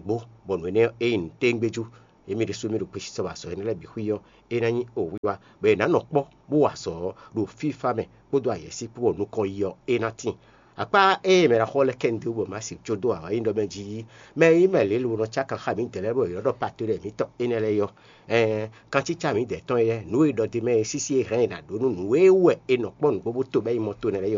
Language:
Fon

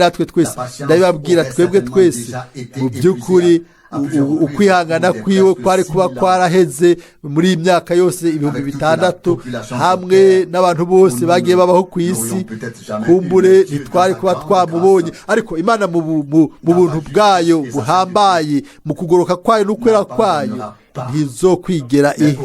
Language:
Rundi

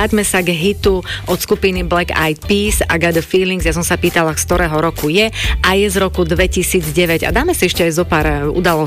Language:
Slovak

